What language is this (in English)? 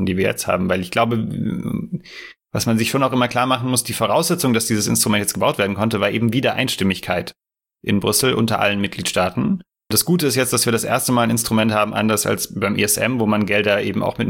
German